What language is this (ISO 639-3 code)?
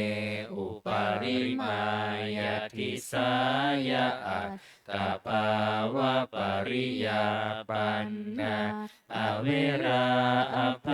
pli